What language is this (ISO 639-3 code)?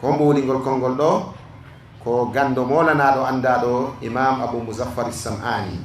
ful